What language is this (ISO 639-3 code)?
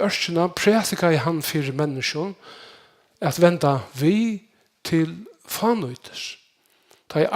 fao